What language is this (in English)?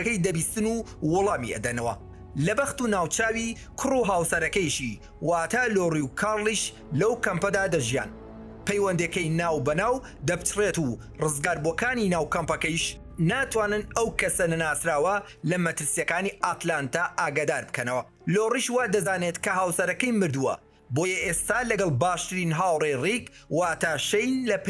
Central Kurdish